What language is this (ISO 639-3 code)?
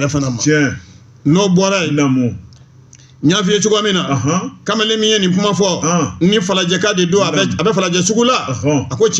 bam